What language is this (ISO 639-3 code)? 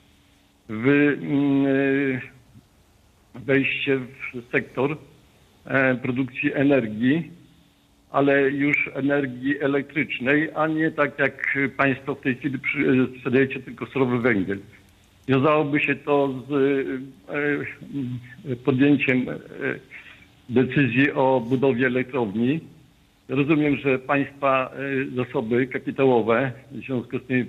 pol